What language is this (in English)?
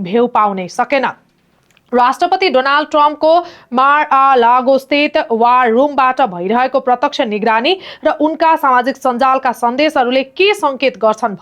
Nepali